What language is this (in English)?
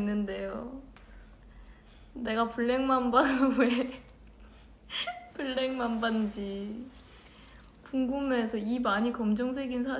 Korean